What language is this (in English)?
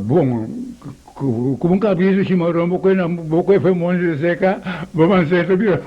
Papiamento